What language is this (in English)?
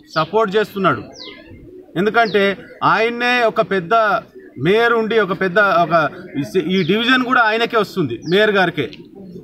Telugu